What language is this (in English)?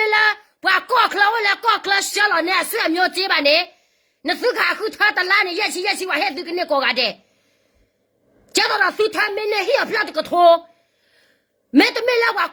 S'gaw Karen